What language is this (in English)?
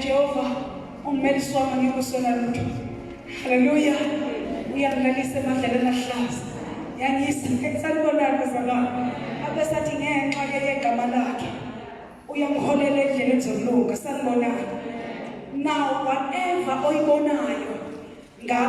Zulu